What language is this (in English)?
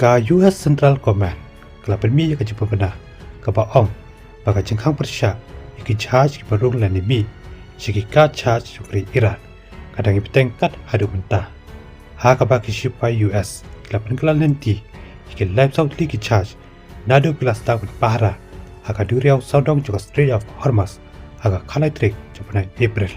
Khasi